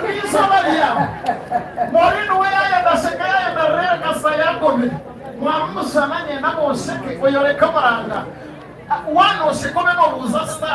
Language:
Nyankole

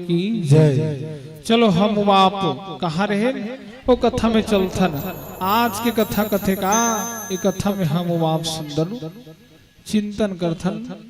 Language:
Chhattisgarhi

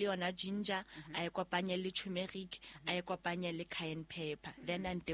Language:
Southern Sotho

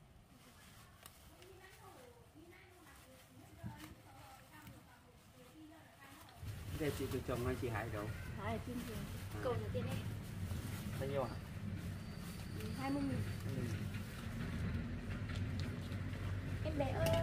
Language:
Vietnamese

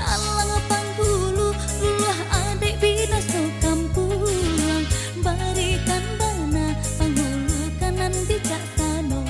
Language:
Minangkabau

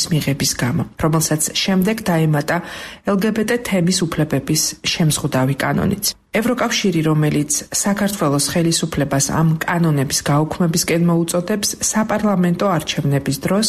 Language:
Georgian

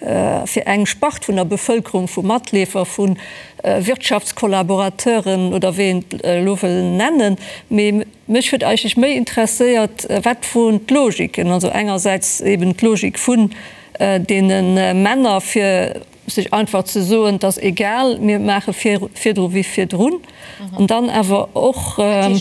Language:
Luxembourgish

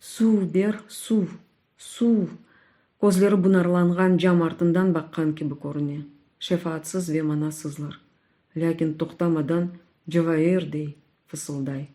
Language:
Crimean Tatar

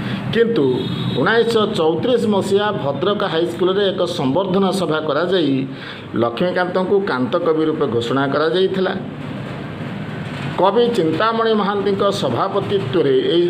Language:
Odia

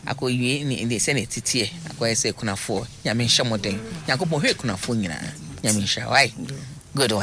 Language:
Akan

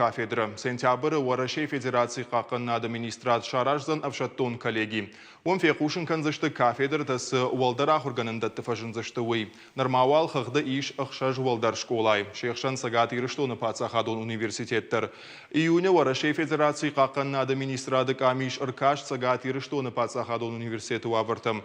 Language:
Ossetic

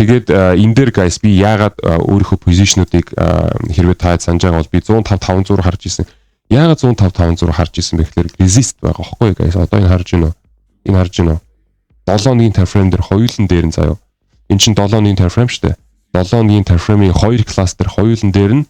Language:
Mongolian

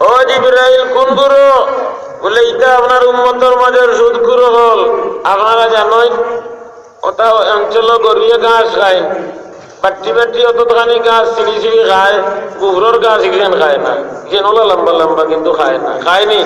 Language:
Sylheti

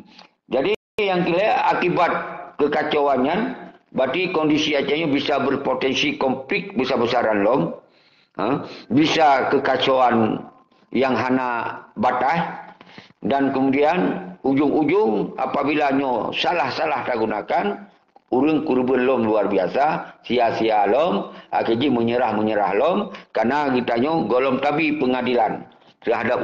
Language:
Achinese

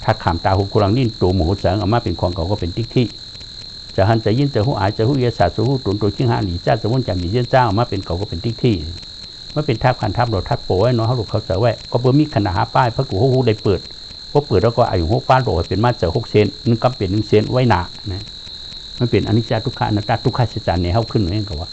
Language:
Shan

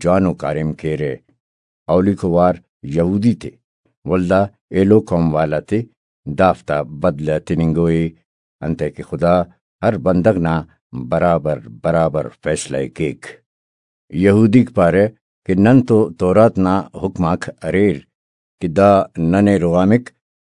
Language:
Brahui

